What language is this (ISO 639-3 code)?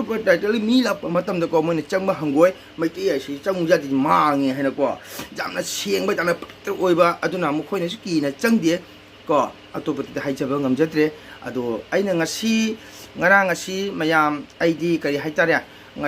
mni